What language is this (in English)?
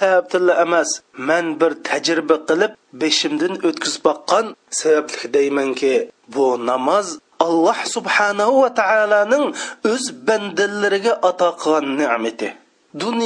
Uyghur